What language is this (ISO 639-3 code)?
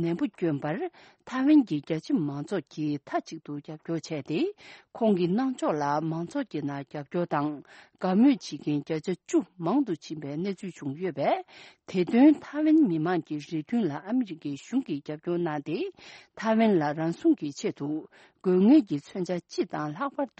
bod